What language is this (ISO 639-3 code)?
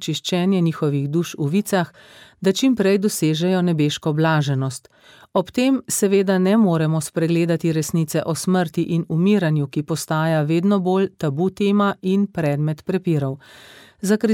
slv